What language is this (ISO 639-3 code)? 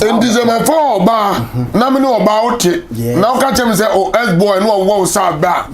aka